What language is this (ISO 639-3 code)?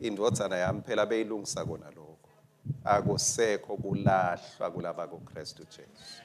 ssw